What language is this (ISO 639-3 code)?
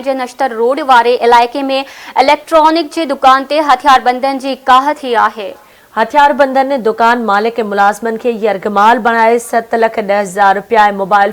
snd